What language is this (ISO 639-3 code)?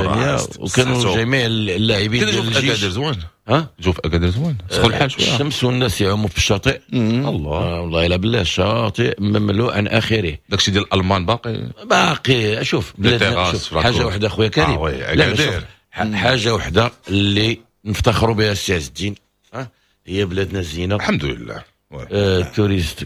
ary